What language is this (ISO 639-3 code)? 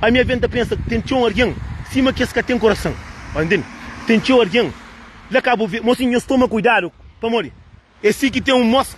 kea